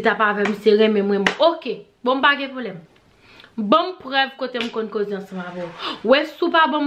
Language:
Haitian Creole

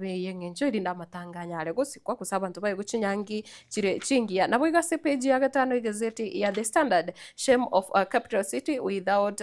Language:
Gusii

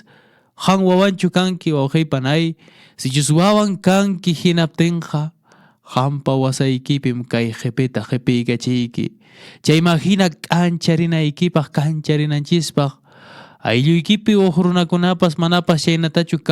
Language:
Quechua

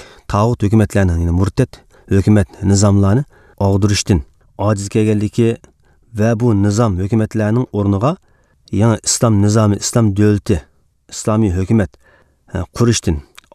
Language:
Uyghur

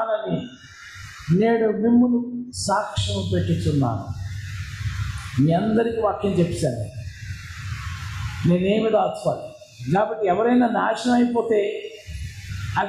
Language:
Telugu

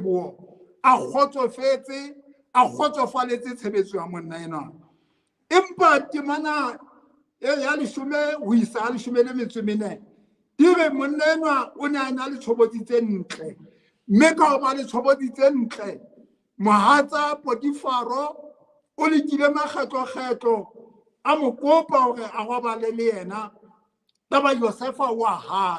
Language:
Southern Sotho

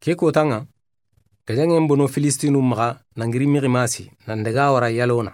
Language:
Soninke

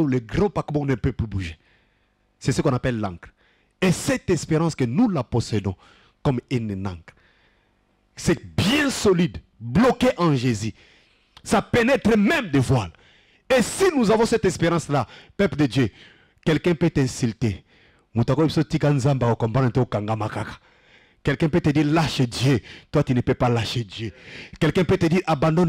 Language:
French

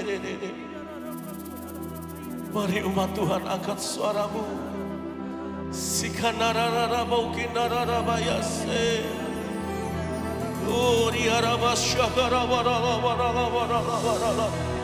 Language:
Indonesian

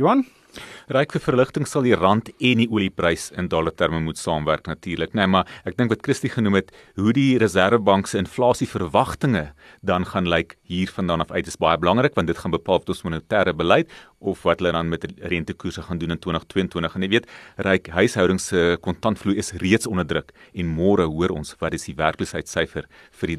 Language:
Afrikaans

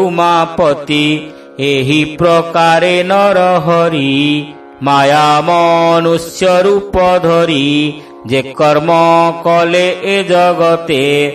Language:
Odia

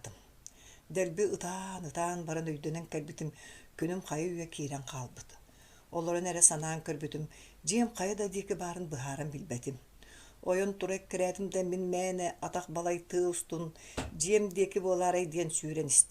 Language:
Yakut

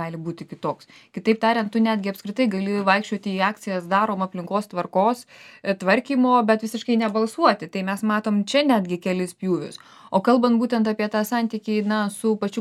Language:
Lithuanian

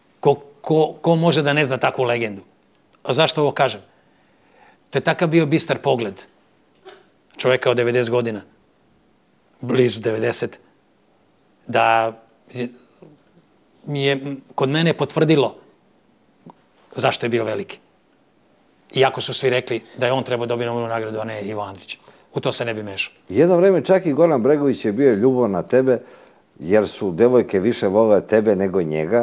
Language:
Serbian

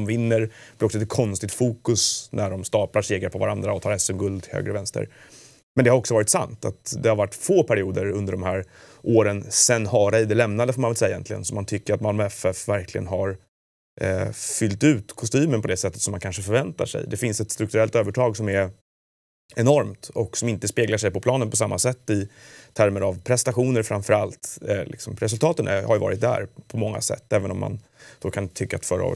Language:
Swedish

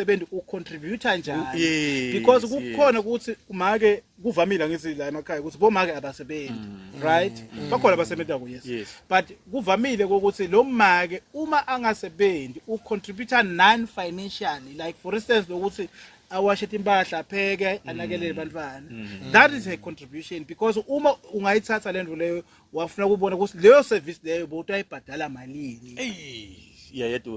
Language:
Zulu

